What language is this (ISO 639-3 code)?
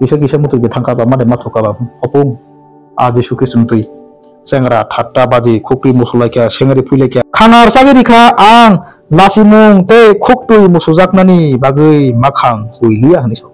trp